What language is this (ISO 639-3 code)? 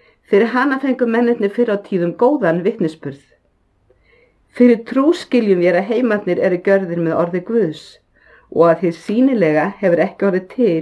isl